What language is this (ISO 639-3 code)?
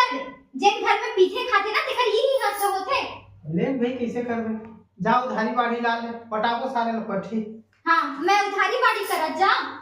hne